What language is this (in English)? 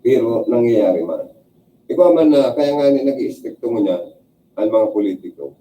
Bikol